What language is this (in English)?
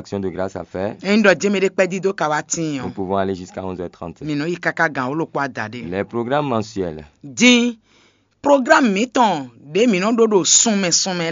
Fon